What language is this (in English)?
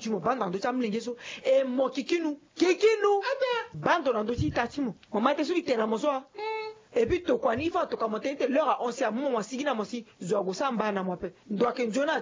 Sango